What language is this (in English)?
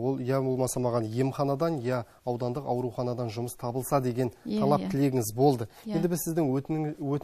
Kazakh